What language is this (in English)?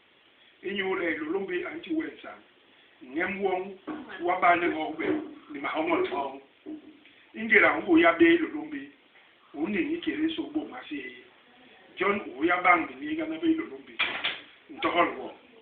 Basaa